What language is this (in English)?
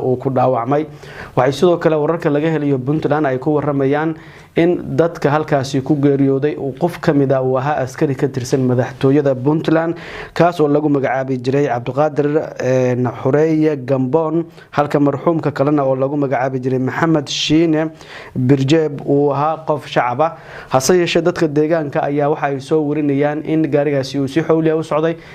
Somali